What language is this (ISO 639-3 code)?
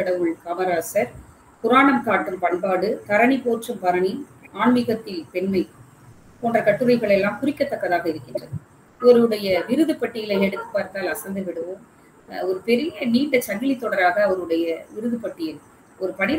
tam